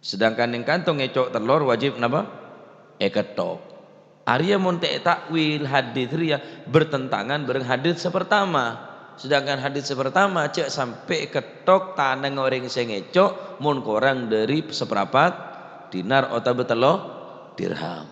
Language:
Madurese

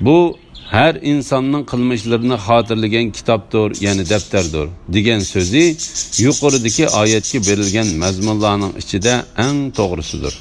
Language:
Uyghur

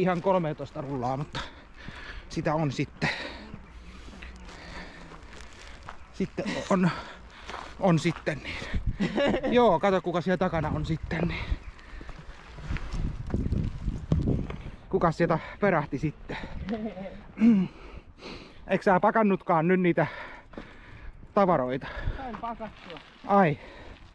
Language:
Finnish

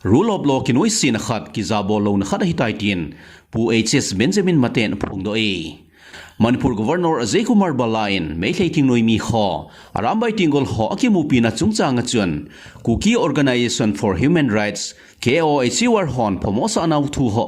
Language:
Thado Chin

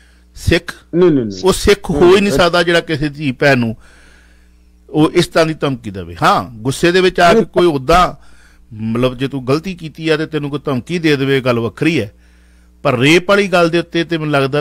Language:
Punjabi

